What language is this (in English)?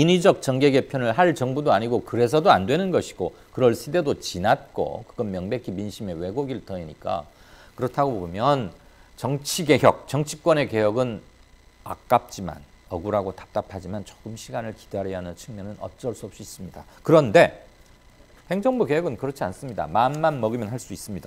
Korean